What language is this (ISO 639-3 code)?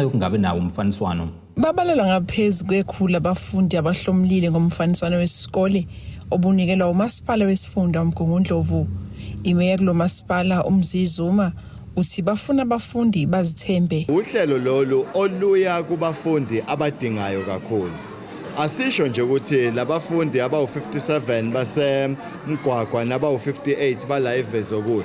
zul